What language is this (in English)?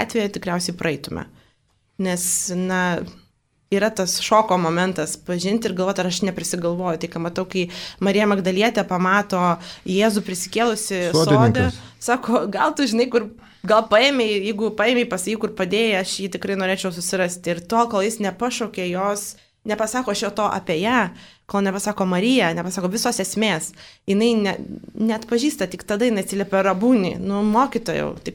Lithuanian